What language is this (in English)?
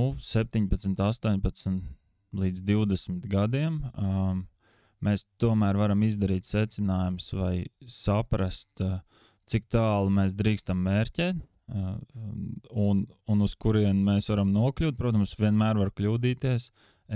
Latvian